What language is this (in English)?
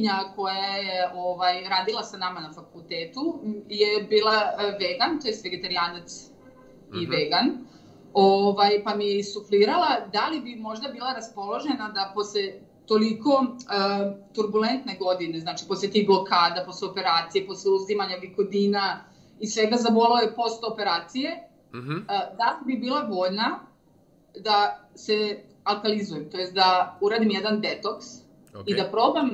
Serbian